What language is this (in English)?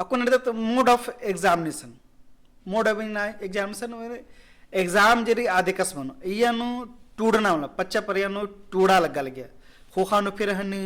Kurukh